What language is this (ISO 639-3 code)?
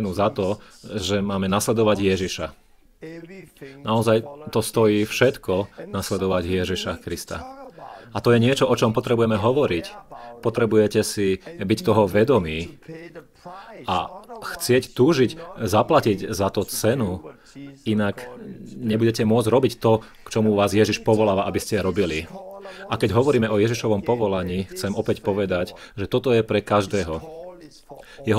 slk